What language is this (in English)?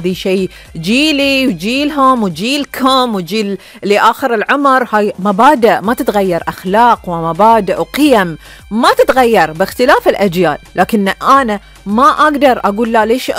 Gulf Arabic